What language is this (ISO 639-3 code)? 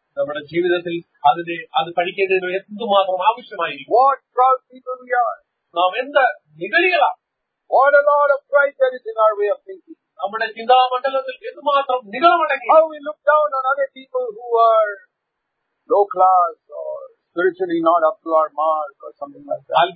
mal